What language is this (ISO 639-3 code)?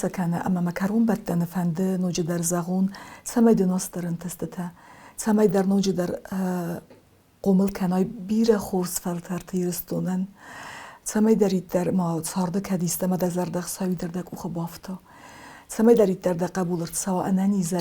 oss